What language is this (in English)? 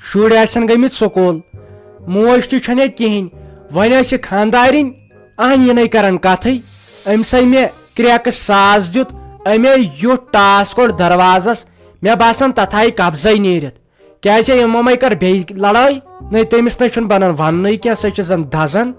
Kashmiri